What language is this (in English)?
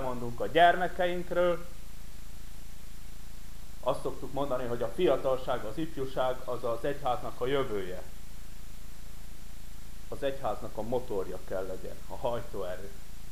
Hungarian